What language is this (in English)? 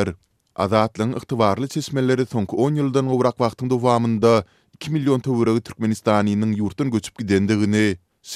Turkmen